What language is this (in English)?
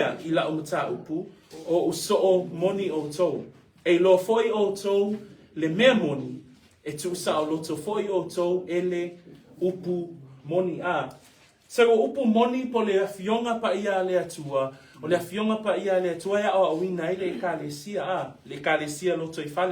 Samoan